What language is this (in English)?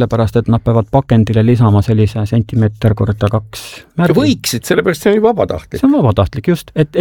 Estonian